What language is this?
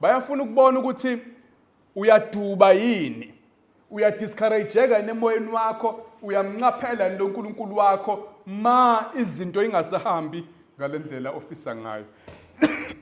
Zulu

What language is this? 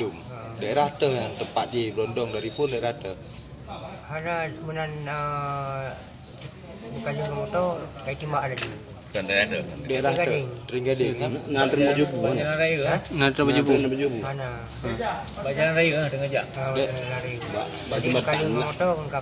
Achinese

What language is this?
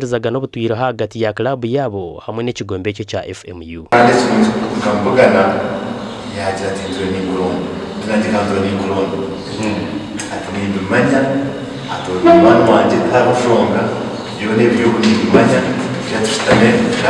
Nyankole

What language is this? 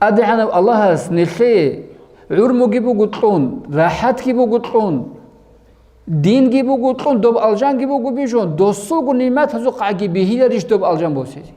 Avaric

